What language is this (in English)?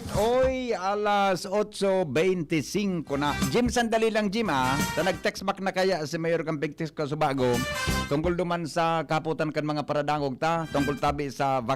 Bikol